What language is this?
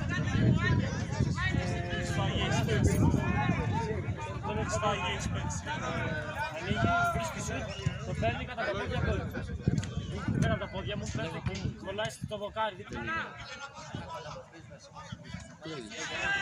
Greek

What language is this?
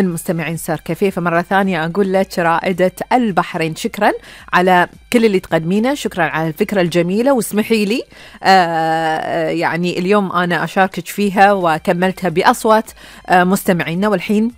Gulf Arabic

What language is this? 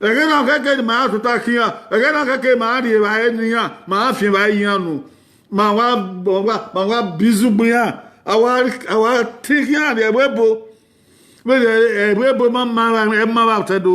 Bini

